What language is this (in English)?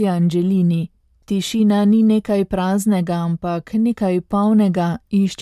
Slovenian